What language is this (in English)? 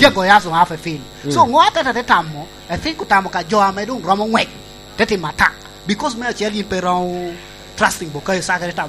Lango (Uganda)